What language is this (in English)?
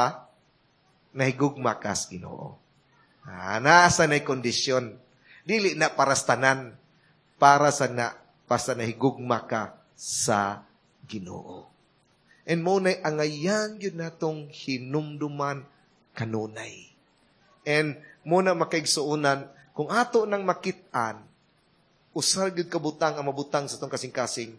Cebuano